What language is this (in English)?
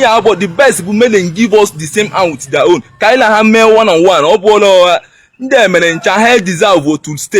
Igbo